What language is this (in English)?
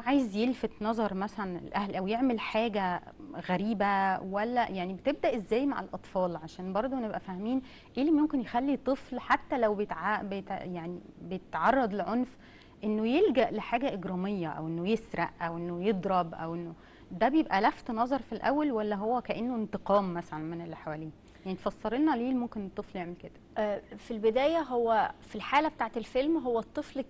Egyptian Arabic